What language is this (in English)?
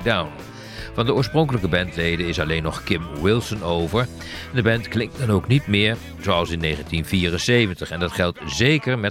Dutch